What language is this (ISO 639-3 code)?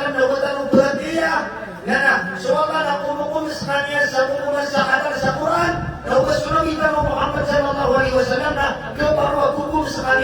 mrw